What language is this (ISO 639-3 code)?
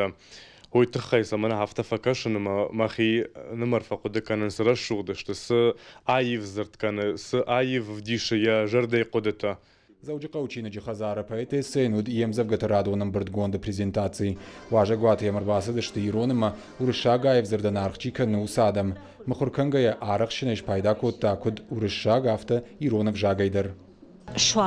oss